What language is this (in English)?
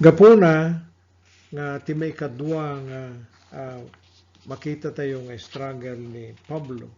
Iloko